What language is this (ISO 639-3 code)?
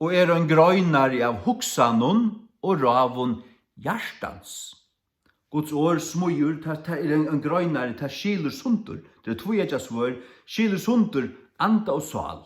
fao